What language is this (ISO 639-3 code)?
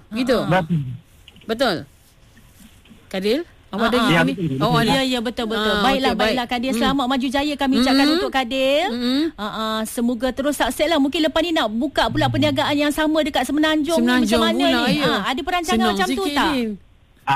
msa